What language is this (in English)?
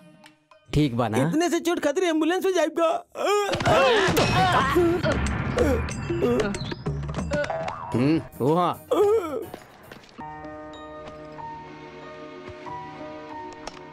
Bhojpuri